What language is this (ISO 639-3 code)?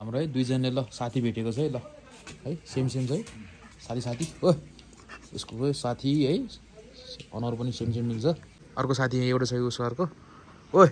nep